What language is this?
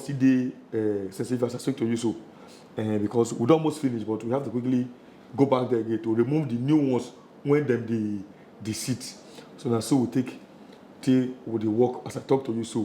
Nigerian Pidgin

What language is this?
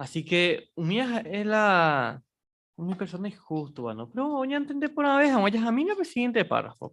Guarani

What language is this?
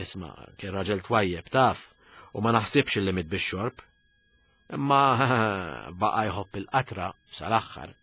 Maltese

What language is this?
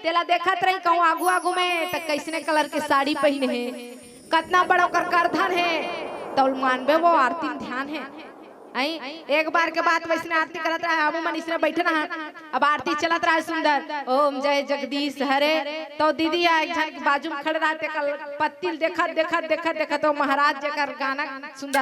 Chhattisgarhi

